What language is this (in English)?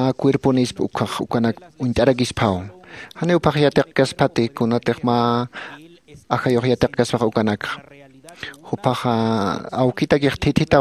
Aymara